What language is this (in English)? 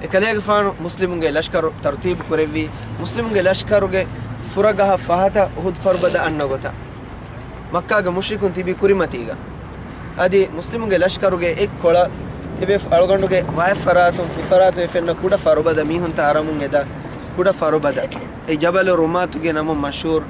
Divehi